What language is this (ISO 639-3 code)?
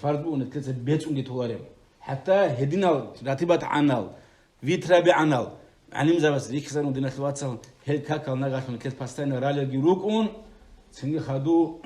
ava